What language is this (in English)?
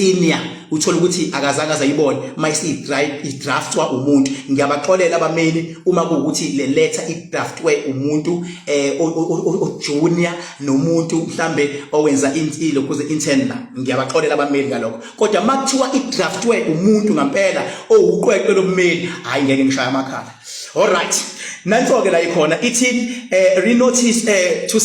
Zulu